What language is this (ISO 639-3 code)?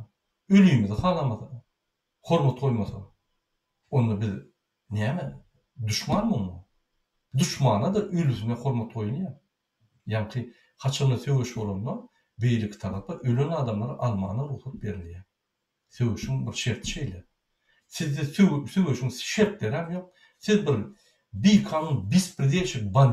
tuk